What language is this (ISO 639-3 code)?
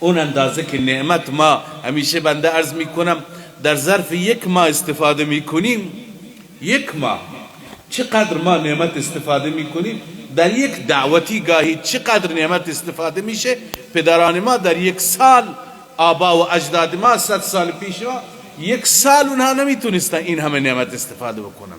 fas